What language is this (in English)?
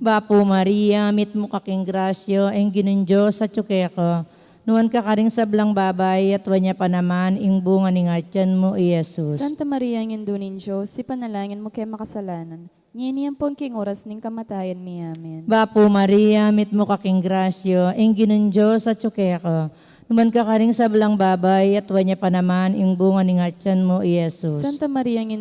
Pampanga